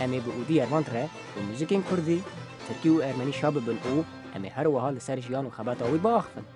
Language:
Kurdish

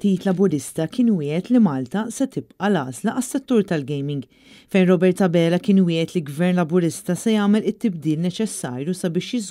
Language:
Maltese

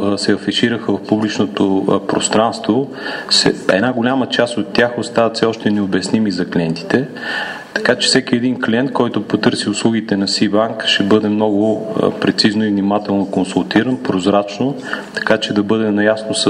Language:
Bulgarian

